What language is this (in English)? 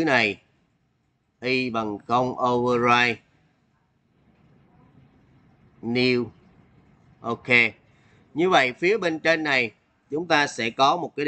Vietnamese